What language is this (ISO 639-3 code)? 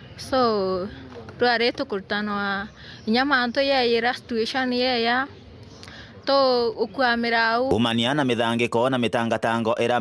mer